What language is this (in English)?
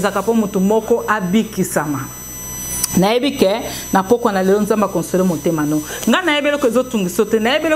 Lingala